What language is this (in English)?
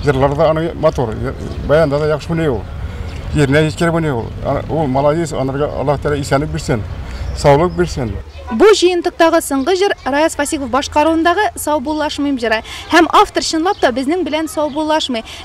Tatar